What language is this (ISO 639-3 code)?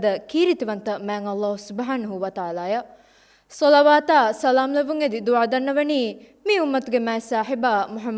div